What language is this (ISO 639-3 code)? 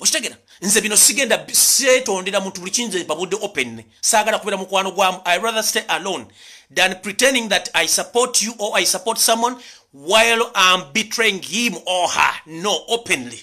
lug